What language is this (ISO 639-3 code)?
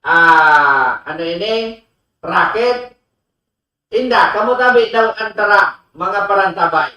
bik